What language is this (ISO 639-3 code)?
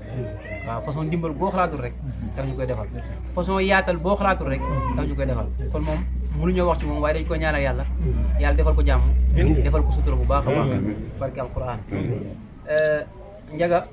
wol